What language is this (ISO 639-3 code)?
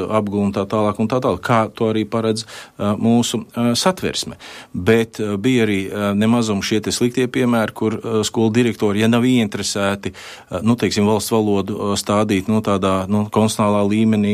lav